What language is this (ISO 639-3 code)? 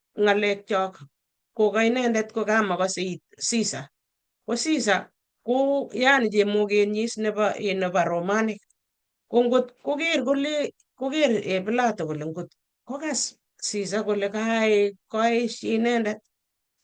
kln